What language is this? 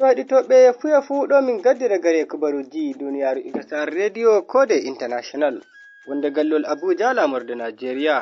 Nigerian Fulfulde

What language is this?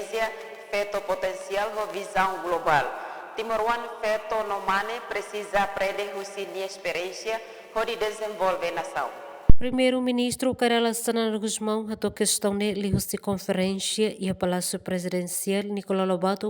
Tetum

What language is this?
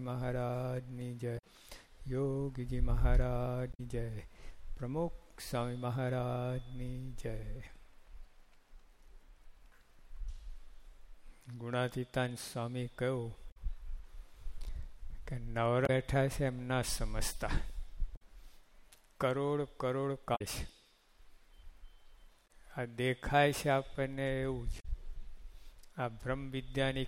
Gujarati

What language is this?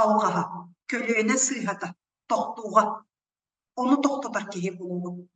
Yakut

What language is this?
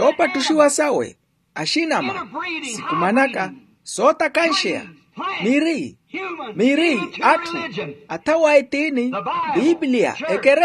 Makhuwa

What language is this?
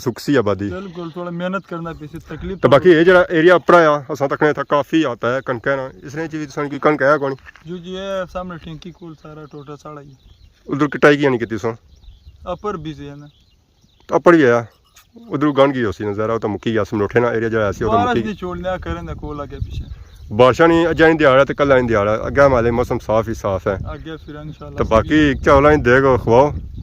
Pahari-Potwari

